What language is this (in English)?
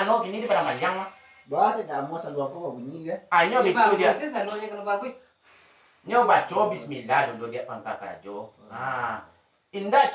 Minangkabau